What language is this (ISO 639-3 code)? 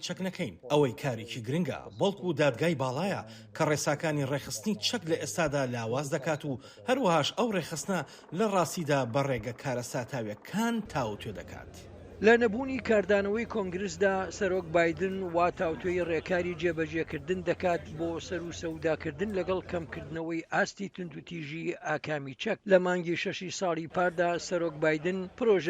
ckb